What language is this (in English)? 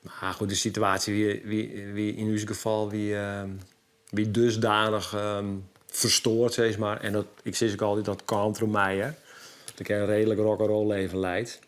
Western Frisian